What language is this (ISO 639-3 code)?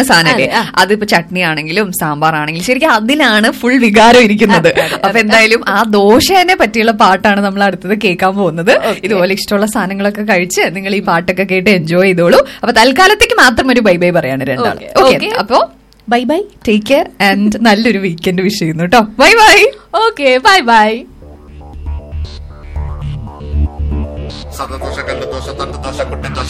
mal